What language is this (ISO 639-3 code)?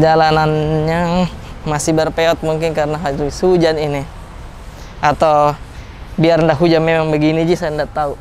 mfp